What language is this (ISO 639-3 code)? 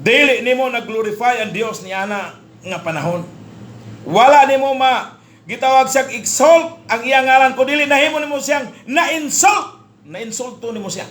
ceb